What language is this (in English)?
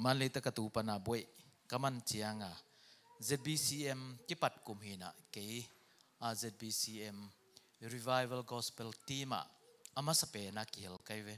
Tedim Chin